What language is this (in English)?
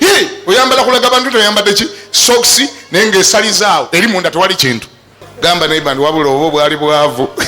Ganda